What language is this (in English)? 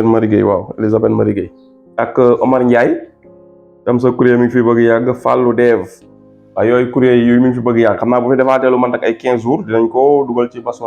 Wolof